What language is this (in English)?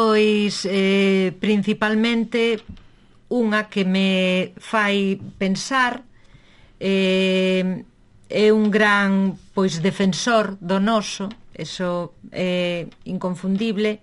Galician